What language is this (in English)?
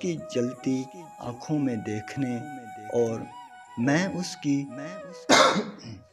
Urdu